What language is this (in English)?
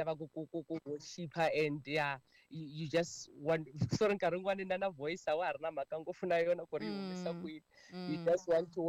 Tsonga